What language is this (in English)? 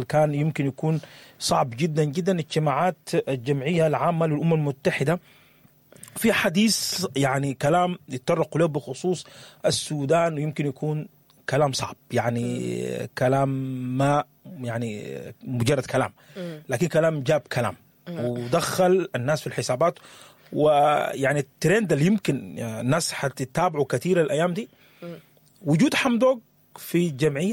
Sudanese Arabic